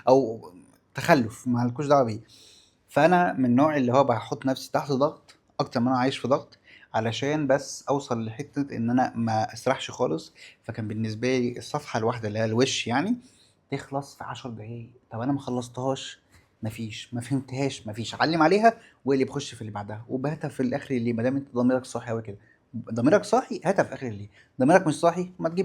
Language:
Egyptian Arabic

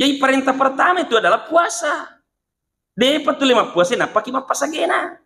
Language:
Buginese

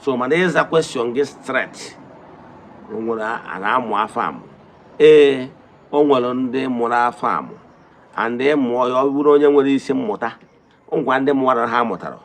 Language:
Igbo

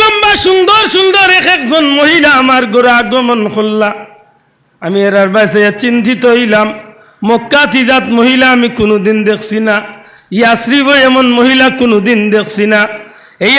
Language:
Sylheti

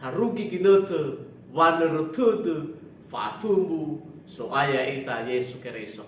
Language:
Nias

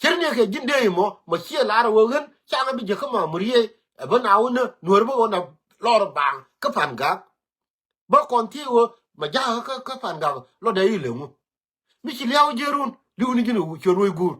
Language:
Nuer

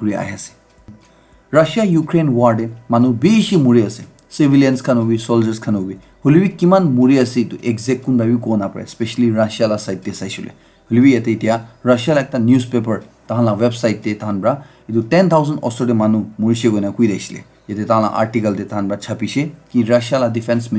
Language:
Naga Pidgin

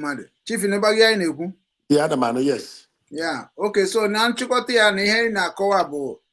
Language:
Igbo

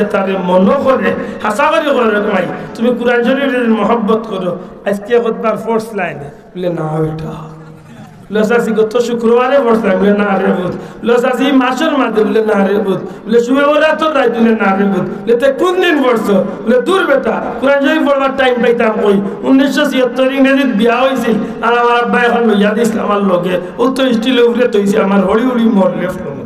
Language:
Sylheti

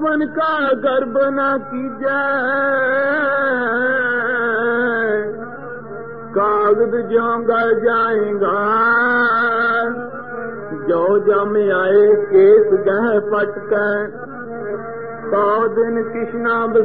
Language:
Punjabi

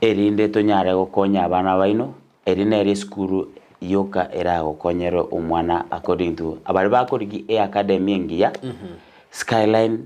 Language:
Gusii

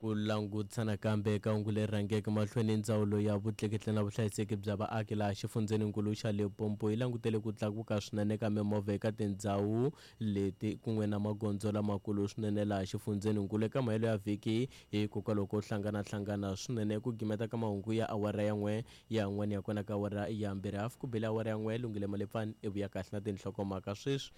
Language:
Tsonga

